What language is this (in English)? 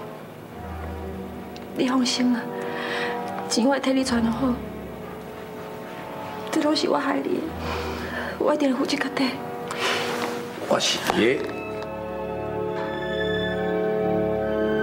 Min Nan Chinese